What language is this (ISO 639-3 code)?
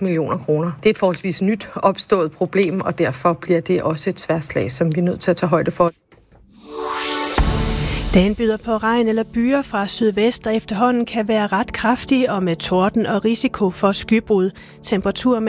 dan